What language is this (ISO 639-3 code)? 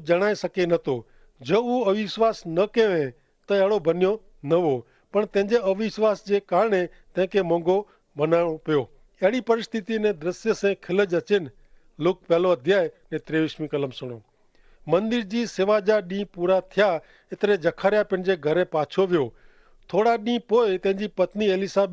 kfr